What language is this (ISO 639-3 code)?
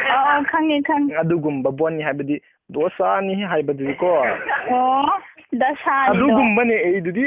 mni